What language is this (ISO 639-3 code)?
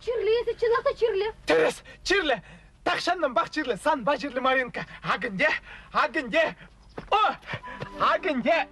chv